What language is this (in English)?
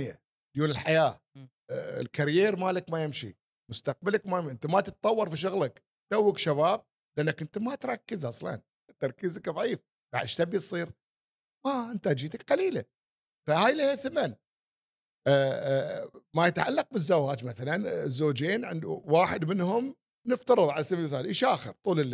Gulf Arabic